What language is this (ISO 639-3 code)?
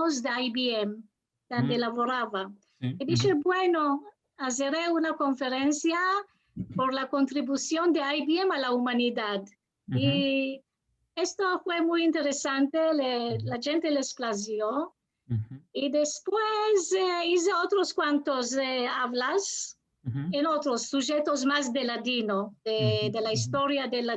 lad